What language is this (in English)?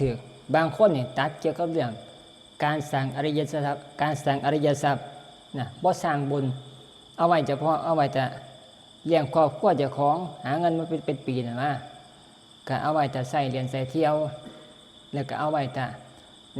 Northeastern Thai